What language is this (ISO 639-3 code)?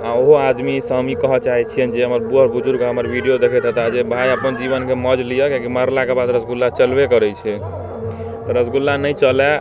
mai